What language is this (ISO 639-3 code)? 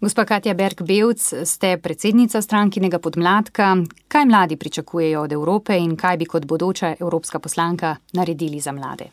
slv